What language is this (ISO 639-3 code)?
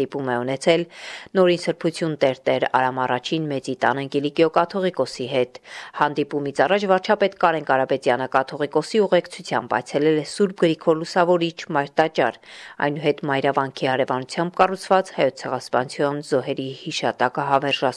hye